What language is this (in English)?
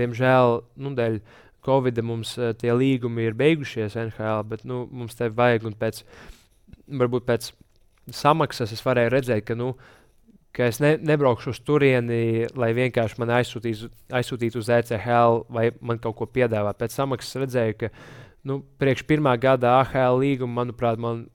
Latvian